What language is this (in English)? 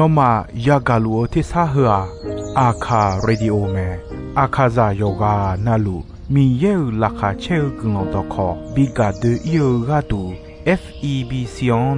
Akha